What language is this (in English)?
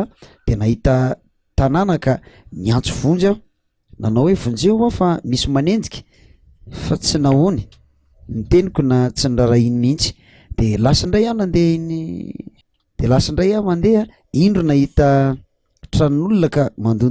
Malagasy